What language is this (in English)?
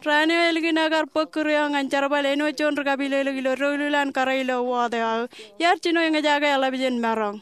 Marshallese